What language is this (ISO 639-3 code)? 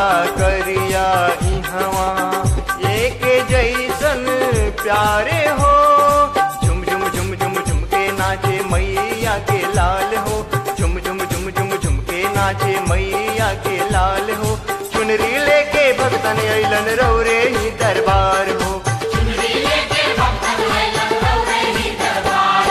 bho